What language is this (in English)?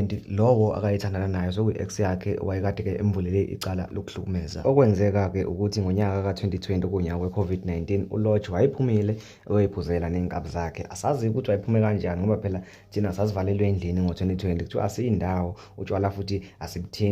Zulu